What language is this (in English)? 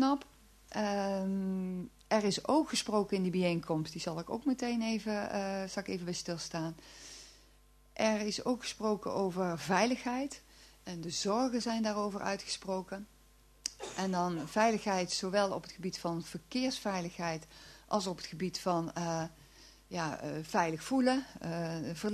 Dutch